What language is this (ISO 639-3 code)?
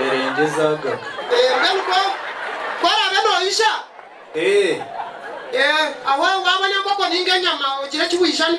nyn